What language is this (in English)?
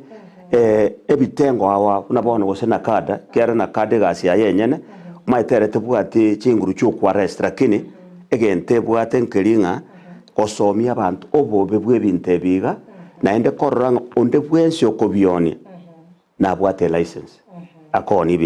Gusii